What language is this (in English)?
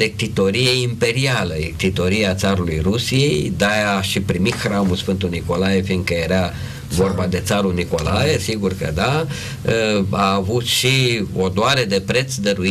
Romanian